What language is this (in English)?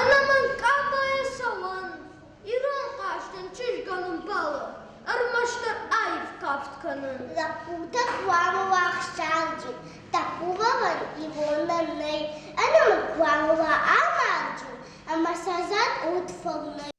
Ossetic